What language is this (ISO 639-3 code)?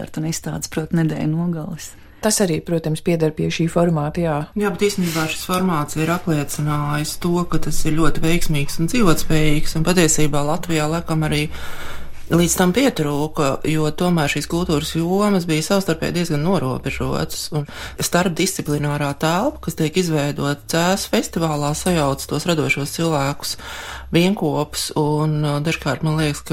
lav